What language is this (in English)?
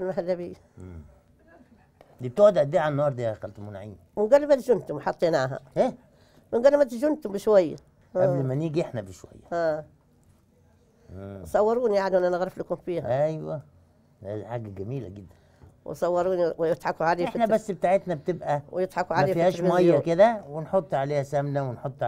Egyptian Arabic